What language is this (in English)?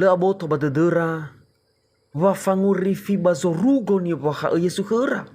Nias